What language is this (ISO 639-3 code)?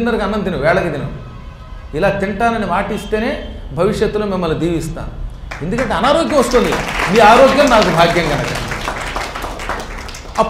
tel